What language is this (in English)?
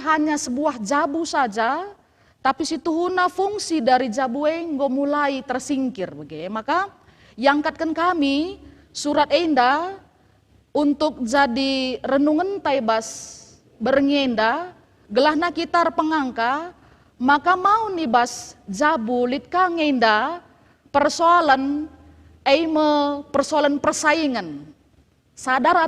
Batak Karo